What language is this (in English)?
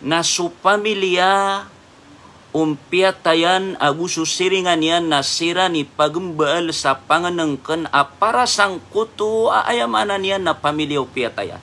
Maranao